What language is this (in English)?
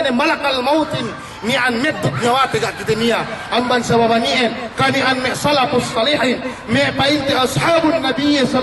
Yakan